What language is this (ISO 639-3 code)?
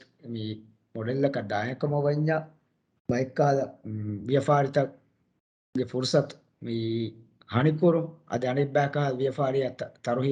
div